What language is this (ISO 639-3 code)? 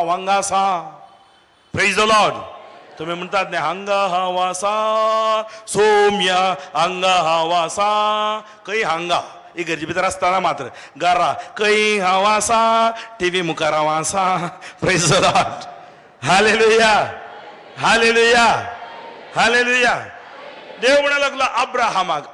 kok